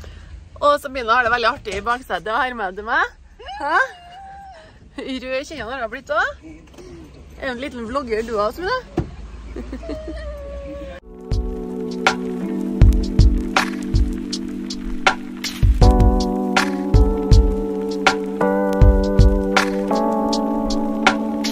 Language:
Norwegian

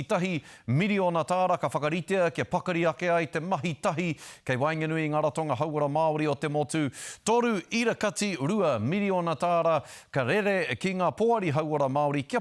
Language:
Māori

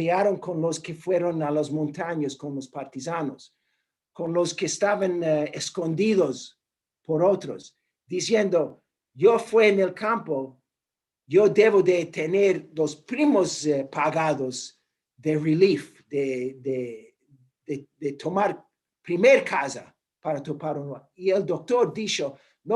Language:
Ladino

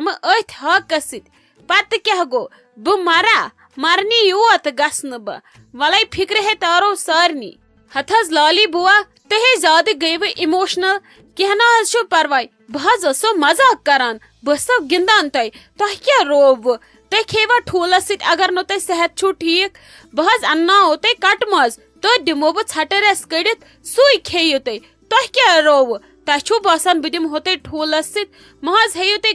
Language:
Kashmiri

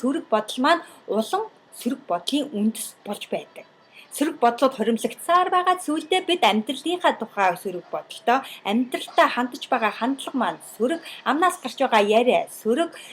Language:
Mongolian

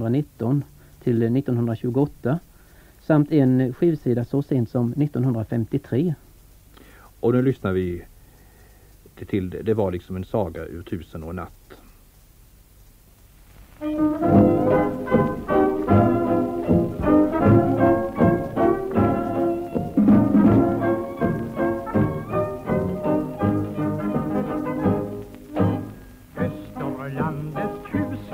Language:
Swedish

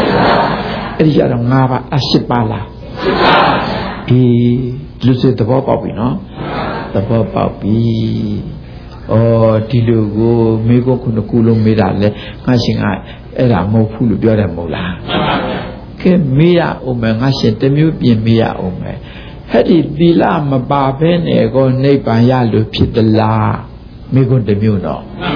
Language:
Burmese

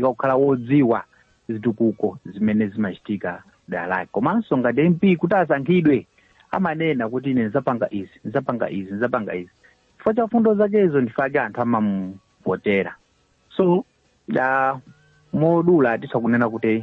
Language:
Nyanja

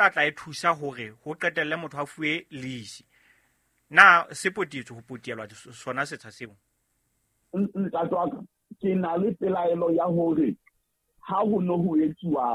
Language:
Southern Sotho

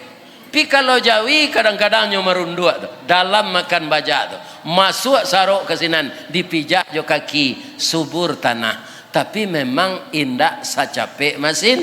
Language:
Minangkabau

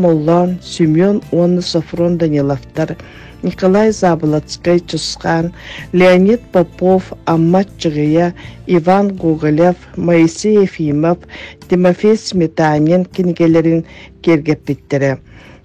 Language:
Yakut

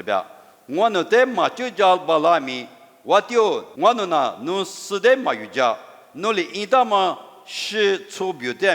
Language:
Lisu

